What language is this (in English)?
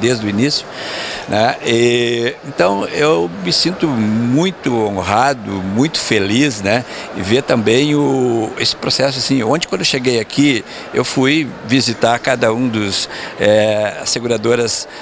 Portuguese